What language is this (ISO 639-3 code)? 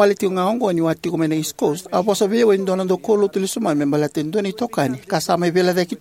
fij